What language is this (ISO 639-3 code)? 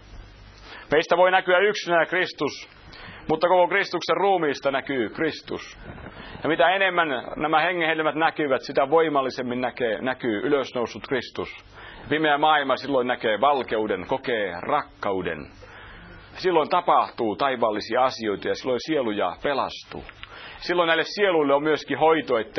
fin